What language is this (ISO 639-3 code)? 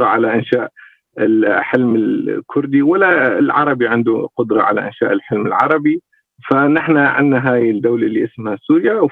apc